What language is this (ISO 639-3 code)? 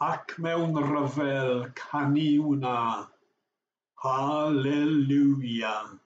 cym